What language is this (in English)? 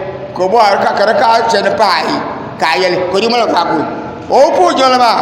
Dagbani